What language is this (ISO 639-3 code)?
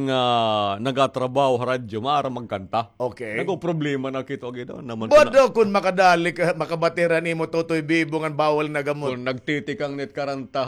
war